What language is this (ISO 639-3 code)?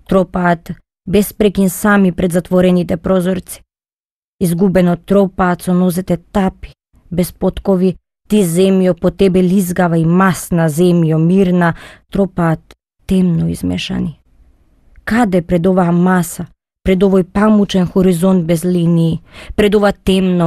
mkd